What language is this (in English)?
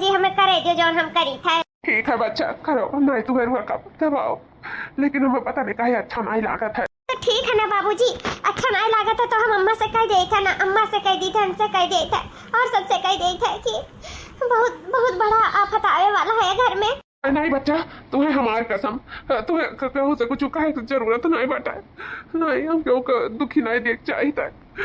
Awadhi